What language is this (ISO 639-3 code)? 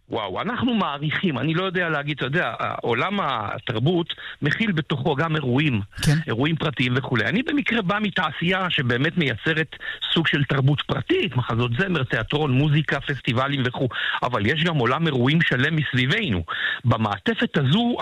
heb